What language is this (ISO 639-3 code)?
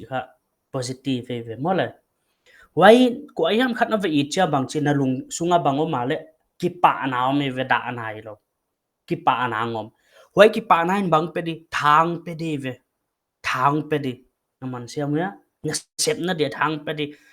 pck